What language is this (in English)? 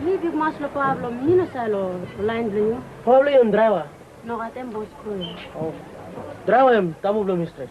Tok Pisin